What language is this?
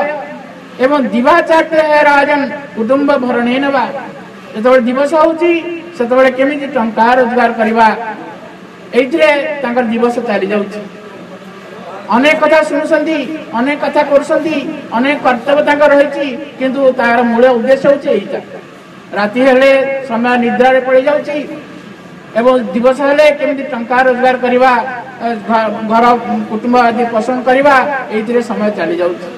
Odia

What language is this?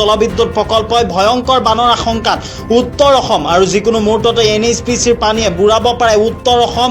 Assamese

